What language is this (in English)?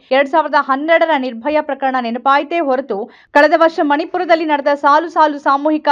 Kannada